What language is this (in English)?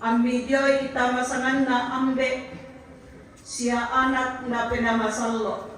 Toraja-Sa'dan